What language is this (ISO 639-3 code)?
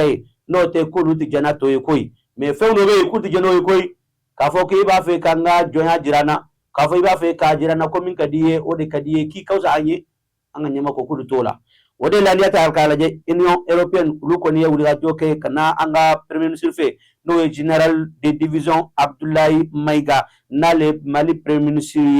bam